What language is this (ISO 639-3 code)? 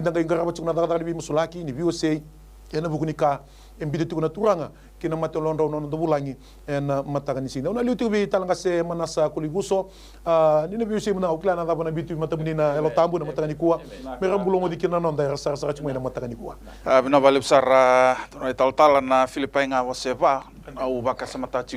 fij